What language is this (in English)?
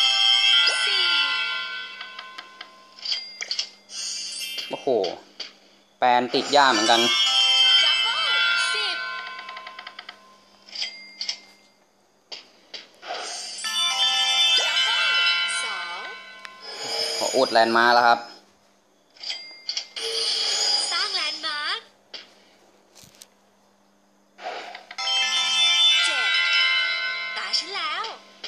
Thai